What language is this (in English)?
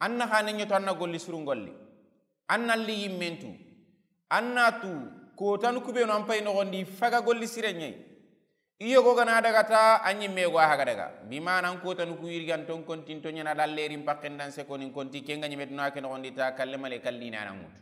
Soninke